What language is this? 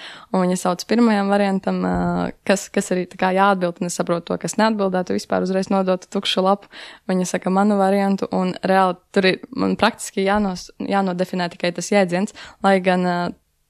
Latvian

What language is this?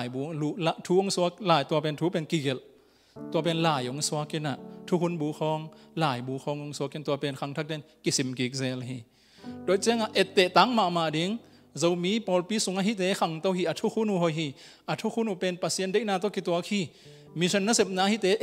Tedim Chin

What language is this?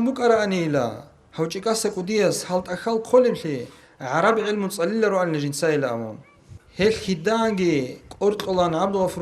Avaric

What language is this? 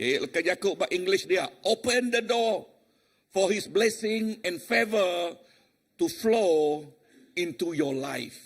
Iban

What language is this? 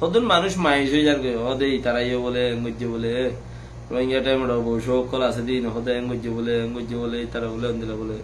Rohingya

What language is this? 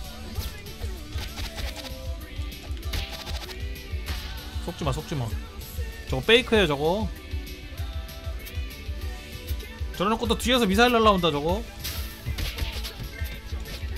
Korean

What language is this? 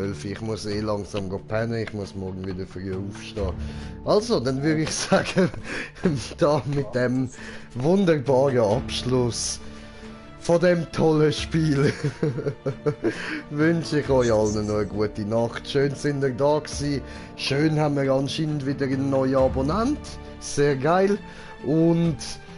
Swiss German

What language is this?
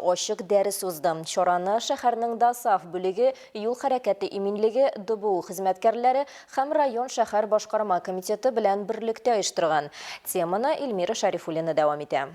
Tatar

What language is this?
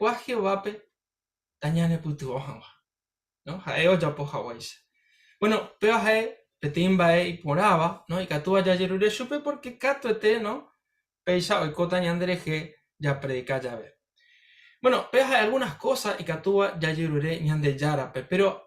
Guarani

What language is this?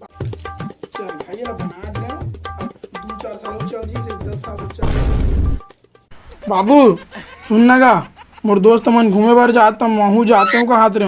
Chhattisgarhi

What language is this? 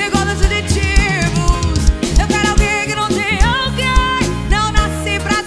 Portuguese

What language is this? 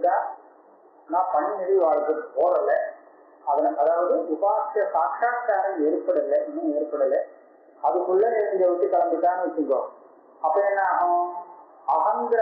Tamil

